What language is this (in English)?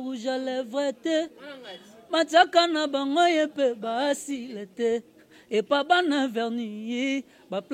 Lingala